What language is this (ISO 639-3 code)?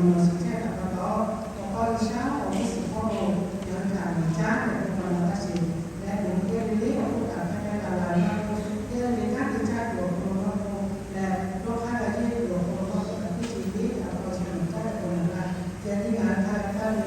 lhu